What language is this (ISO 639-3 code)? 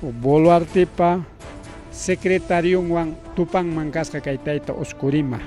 quy